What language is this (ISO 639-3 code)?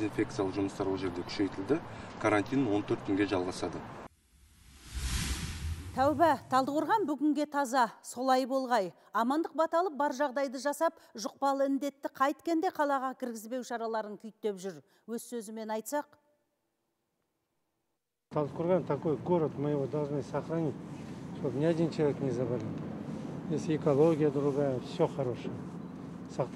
kaz